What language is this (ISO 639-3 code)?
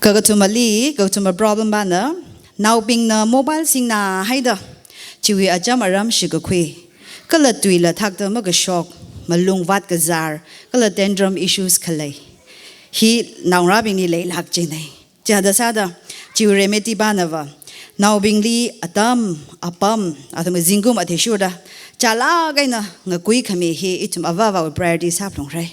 nmf